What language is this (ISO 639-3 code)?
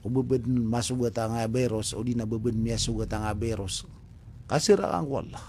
mrw